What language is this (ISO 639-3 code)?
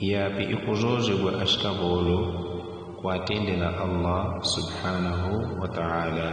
yao